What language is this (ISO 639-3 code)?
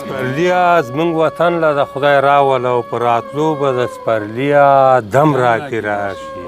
pus